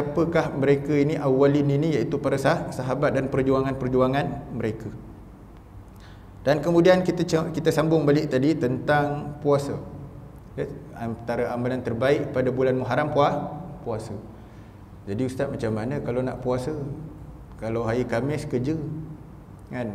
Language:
Malay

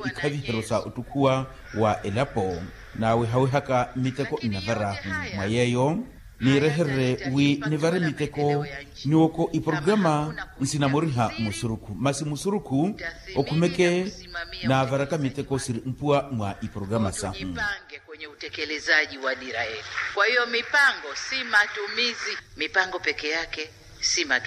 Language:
Makhuwa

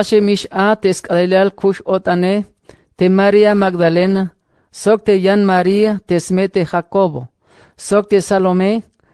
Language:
Tzeltal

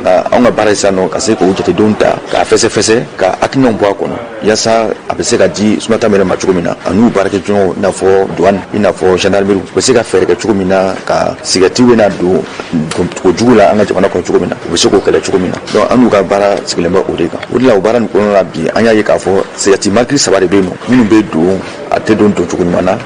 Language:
Bambara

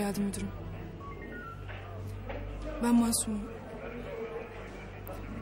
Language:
Turkish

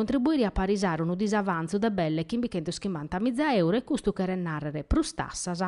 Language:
Sardinian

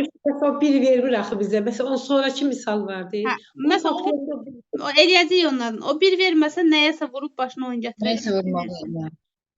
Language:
Azerbaijani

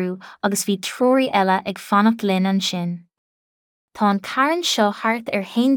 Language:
Irish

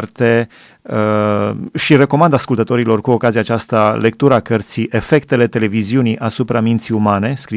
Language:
Romanian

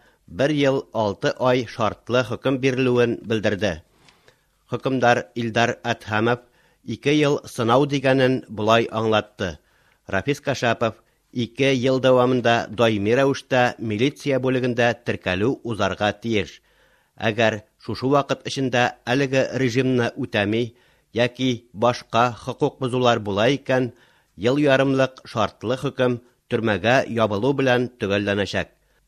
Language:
Tatar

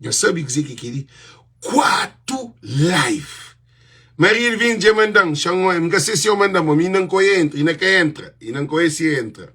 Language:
Kabuverdianu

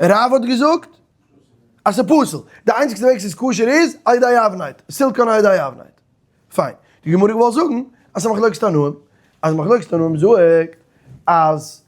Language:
Yiddish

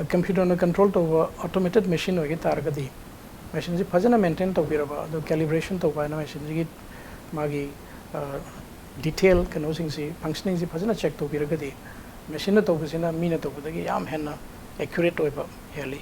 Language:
Manipuri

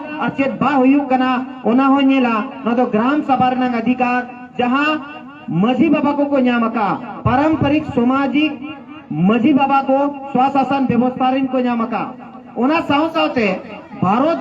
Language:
Santali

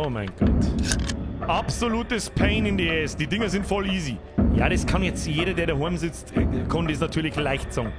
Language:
Bavarian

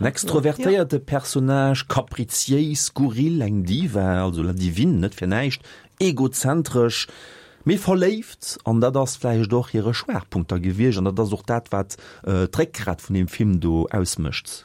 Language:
Luxembourgish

